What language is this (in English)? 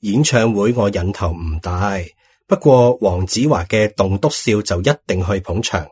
Cantonese